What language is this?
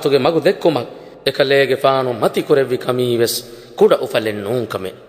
Divehi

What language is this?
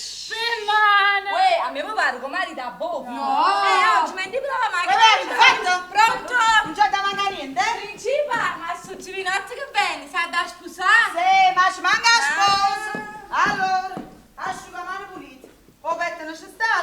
Neapolitan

